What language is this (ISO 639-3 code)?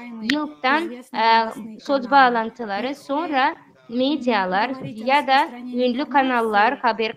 gag